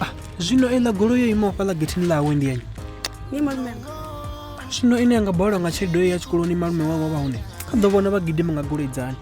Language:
Venda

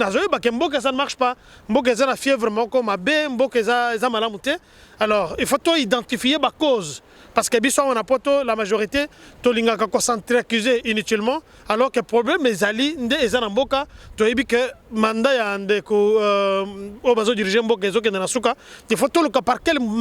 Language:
Lingala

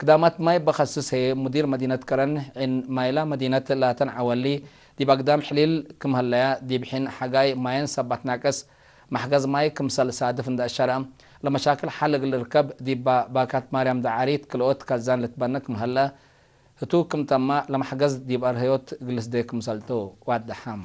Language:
Tigre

